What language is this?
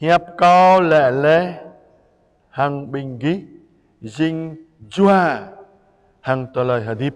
Jarai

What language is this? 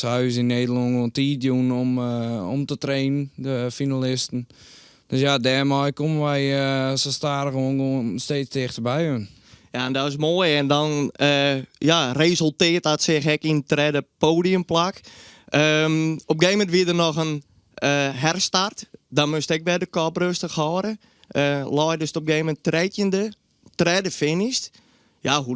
Western Frisian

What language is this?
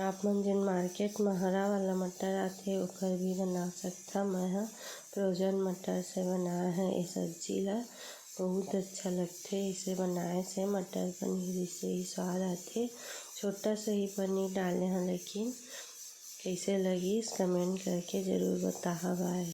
Chhattisgarhi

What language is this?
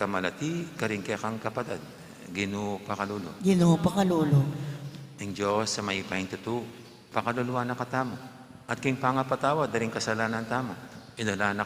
Pampanga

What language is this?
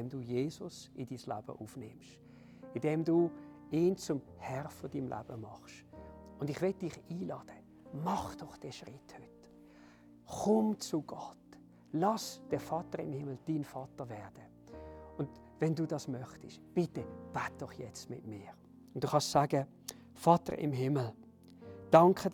Swiss German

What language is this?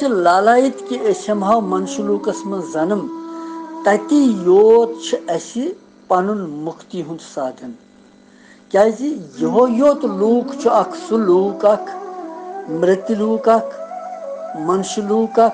Kashmiri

